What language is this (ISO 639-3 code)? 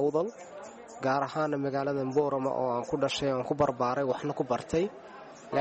som